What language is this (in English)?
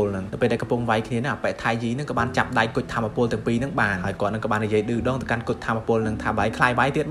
Khmer